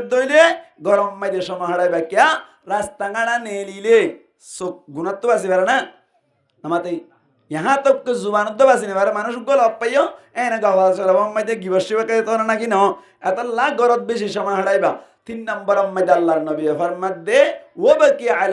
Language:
Rohingya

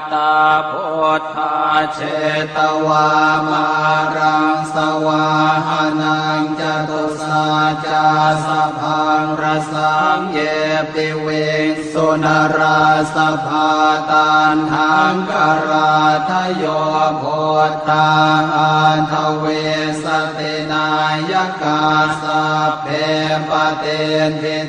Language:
Pali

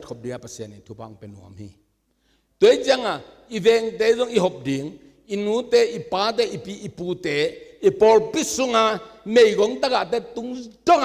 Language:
Tedim Chin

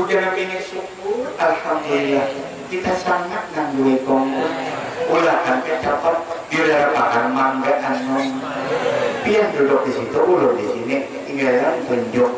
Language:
Banjar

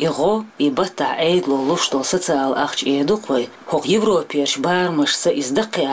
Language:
Chechen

